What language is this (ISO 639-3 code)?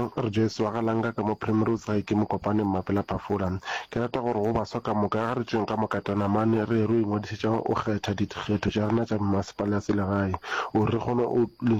nso